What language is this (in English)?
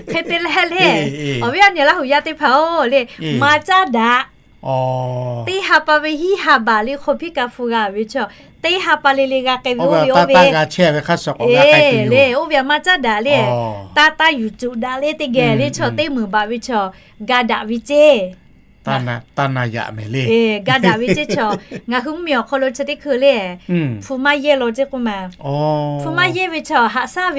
Lahu